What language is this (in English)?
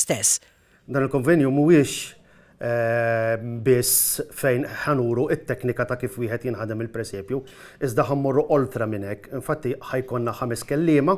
Maltese